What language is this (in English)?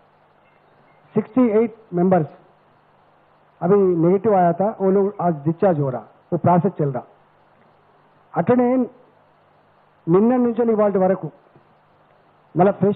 Telugu